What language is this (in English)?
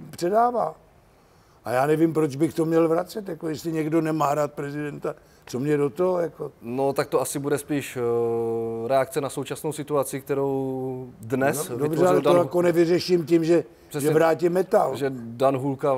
Czech